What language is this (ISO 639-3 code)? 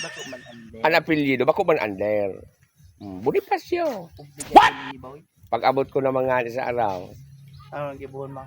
bik